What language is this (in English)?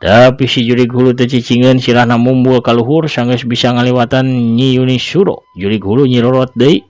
Sundanese